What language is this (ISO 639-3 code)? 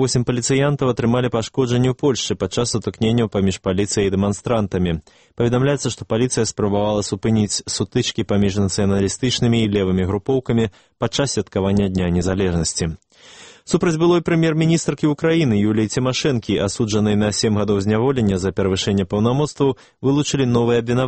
bel